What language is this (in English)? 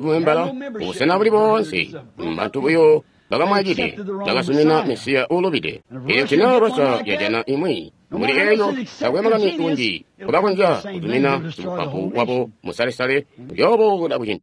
Tonga (Zambia)